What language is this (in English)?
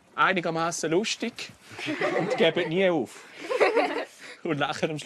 Swiss German